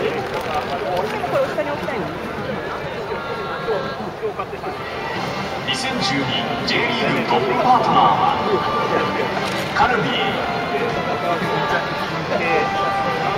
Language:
Japanese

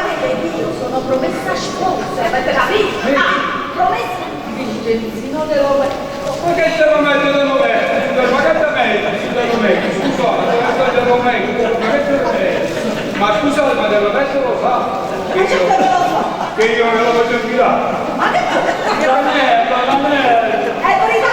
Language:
Neapolitan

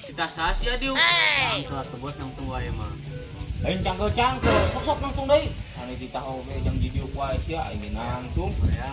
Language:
Sundanese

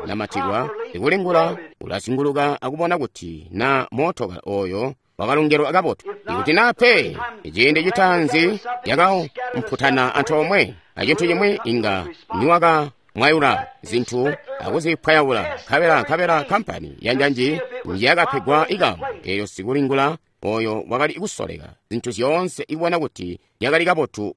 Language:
Tonga (Zambia)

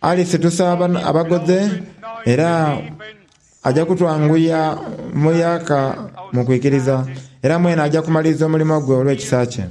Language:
Soga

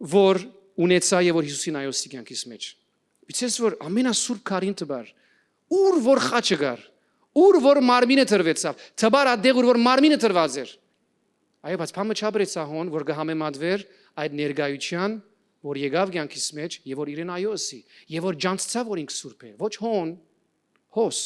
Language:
Western Armenian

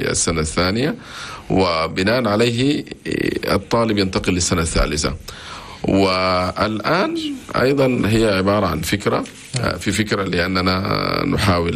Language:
Chadian Arabic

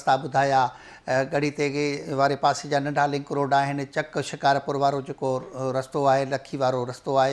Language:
Sindhi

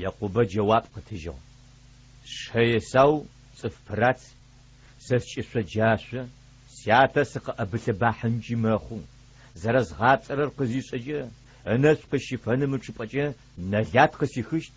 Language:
Adyghe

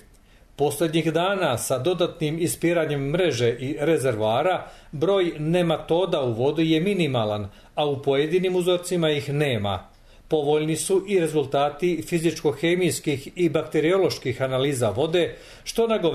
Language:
Serbian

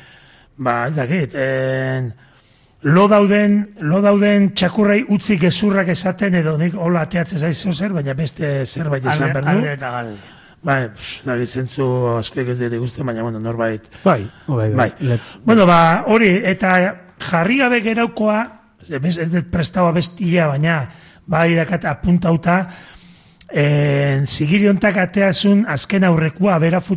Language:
Basque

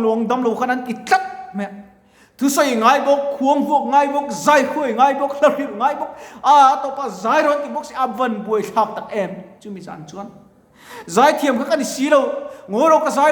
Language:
Mizo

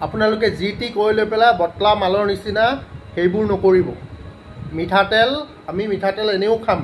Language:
Assamese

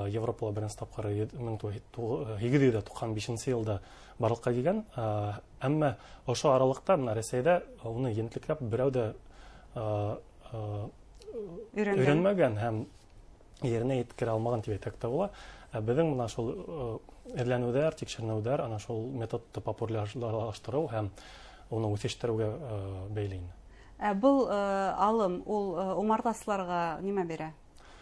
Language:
Bashkir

